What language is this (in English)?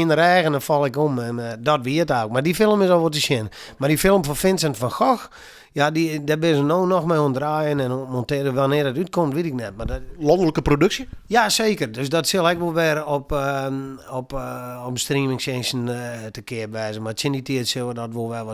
Western Frisian